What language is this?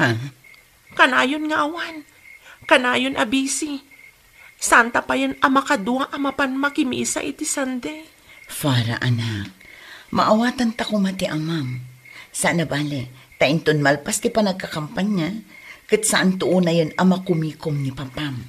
Iloko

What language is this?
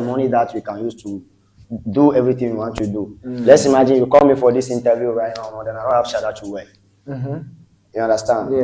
Ewe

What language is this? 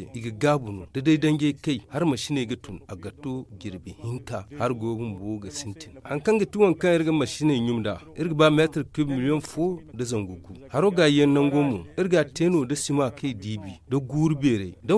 Zarma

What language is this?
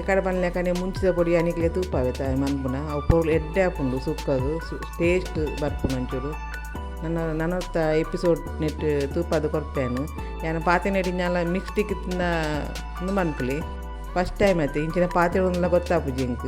Tulu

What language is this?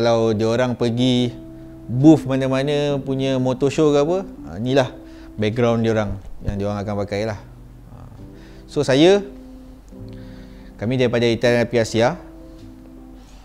Malay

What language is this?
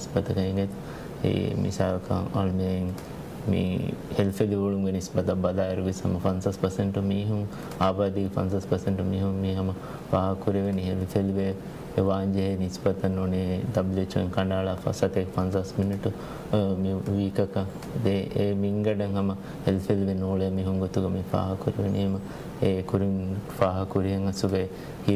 Divehi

